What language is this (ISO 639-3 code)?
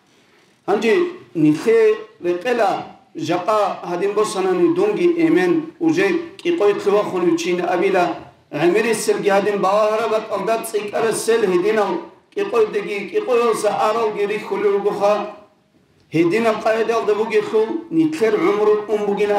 ava